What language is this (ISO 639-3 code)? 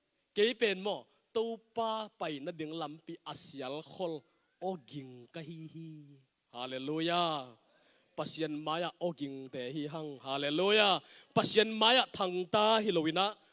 ctd